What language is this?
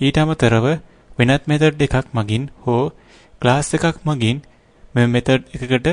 Sinhala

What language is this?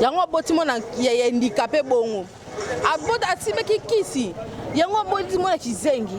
Lingala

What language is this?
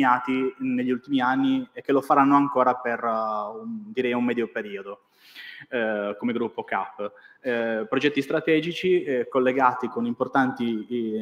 Italian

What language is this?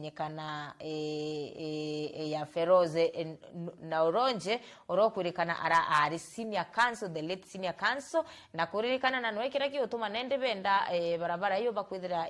Meru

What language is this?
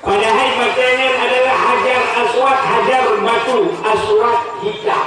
Achinese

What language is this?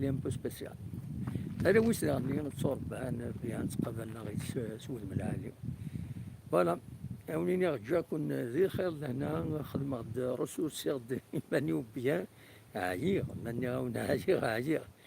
Kabyle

